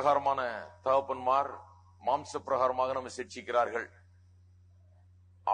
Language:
Tamil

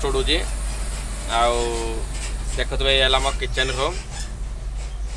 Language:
Odia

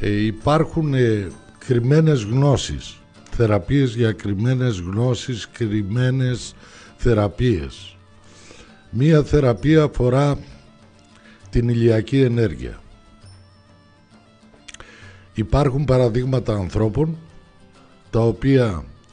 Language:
Greek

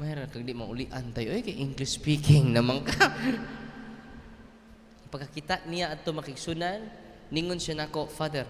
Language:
Cebuano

